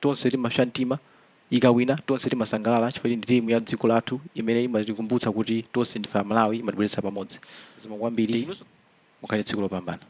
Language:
Nyanja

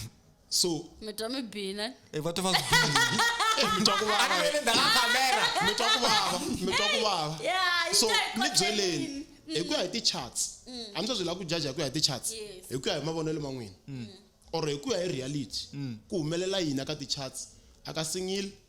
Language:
Tsonga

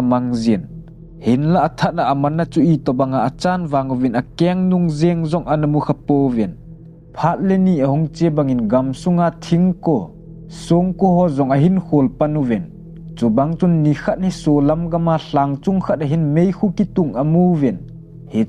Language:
Thado Chin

